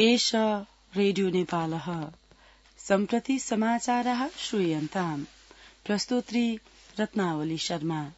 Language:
Sanskrit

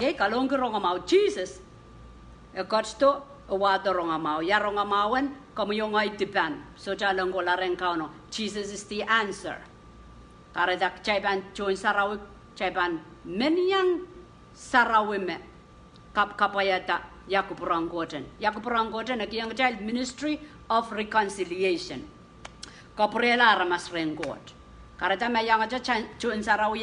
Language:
Pohnpeian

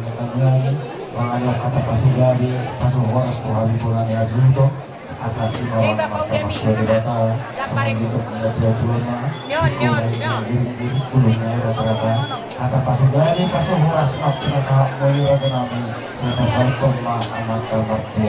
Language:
Batak Toba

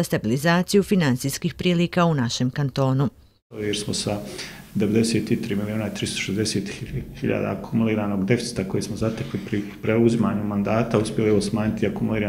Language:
Bosnian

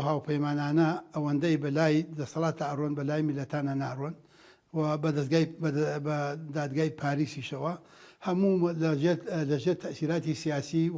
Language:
Central Kurdish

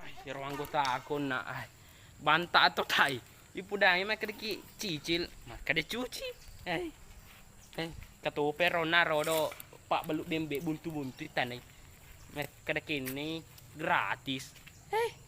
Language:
Buginese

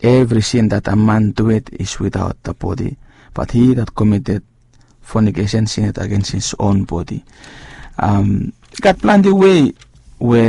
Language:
Bislama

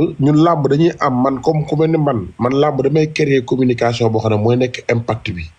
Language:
Wolof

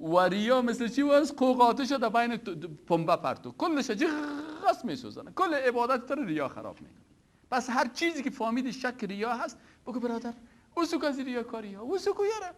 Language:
Persian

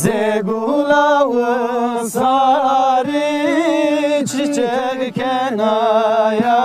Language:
Zaza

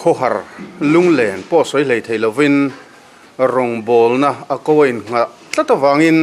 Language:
Mizo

